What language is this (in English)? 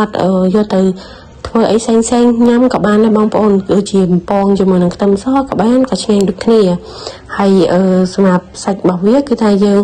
Khmer